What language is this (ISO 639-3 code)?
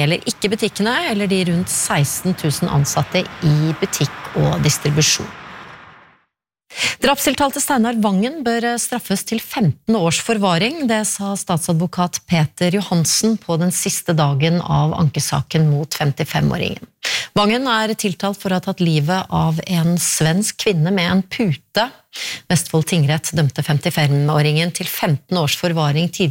nor